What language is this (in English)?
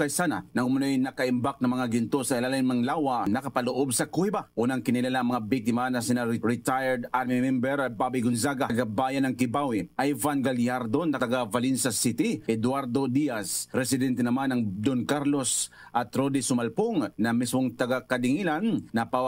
Filipino